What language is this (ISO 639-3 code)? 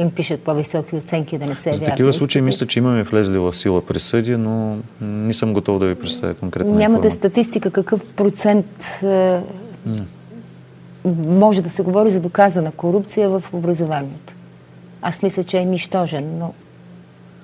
bul